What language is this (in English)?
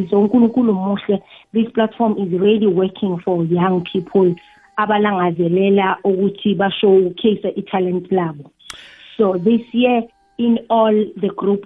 South Ndebele